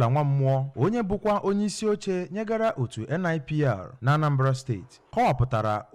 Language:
Igbo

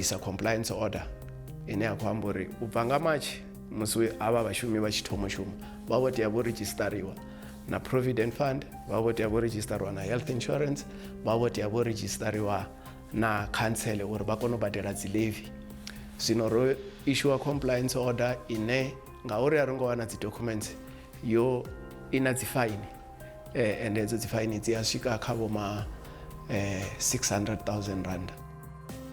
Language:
Venda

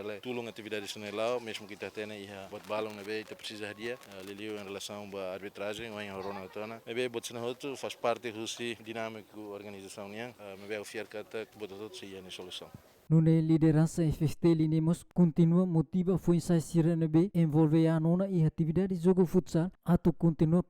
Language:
Tetum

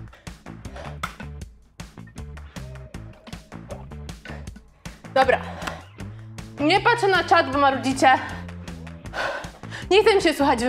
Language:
Polish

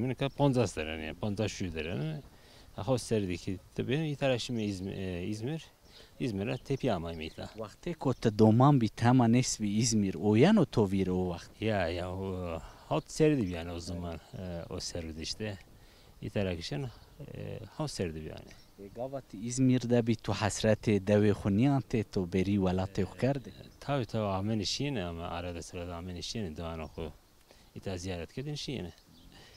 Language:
Zaza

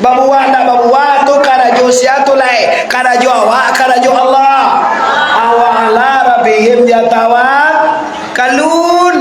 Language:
Minangkabau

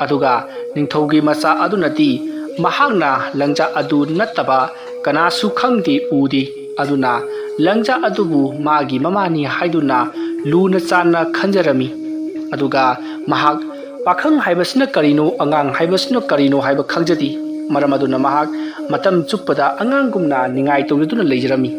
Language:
Manipuri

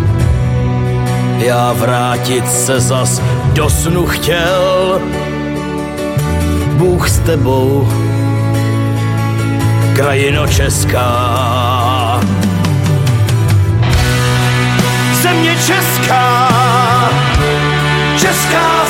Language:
Czech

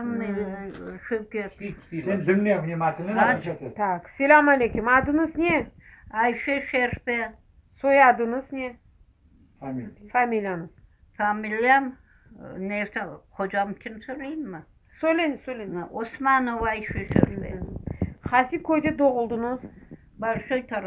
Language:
Crimean Tatar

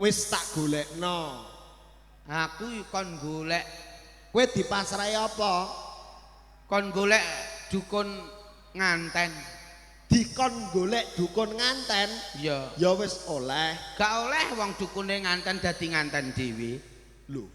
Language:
Javanese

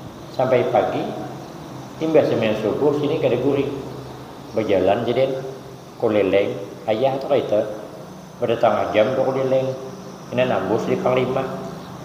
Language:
Banjar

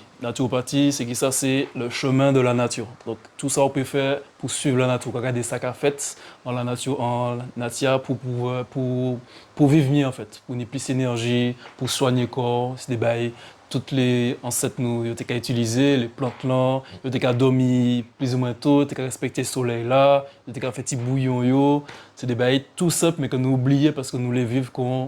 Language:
Guadeloupean Creole French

